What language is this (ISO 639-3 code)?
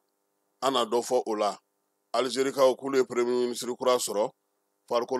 bam